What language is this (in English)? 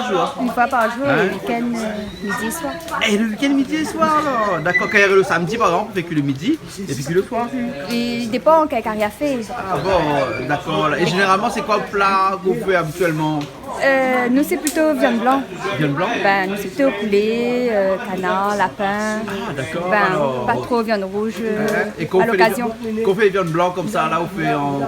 Réunion Creole French